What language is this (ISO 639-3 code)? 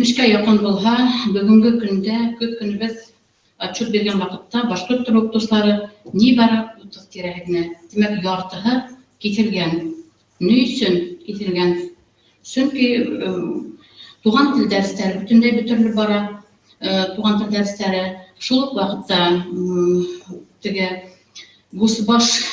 bak